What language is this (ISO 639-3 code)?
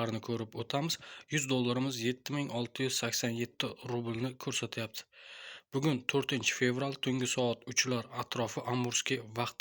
uzb